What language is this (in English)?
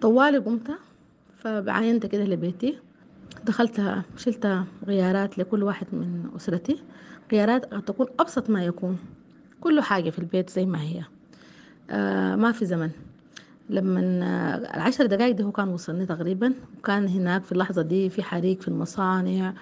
Sudanese Arabic